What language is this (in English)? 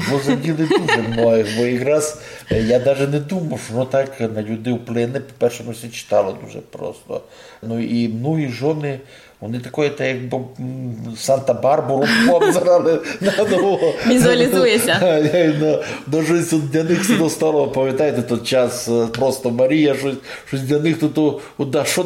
Rusyn